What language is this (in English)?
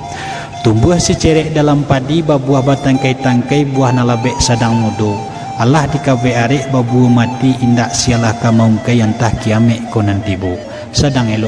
Minangkabau